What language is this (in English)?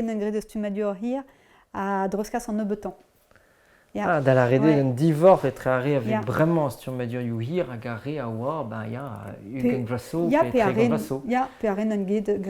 Breton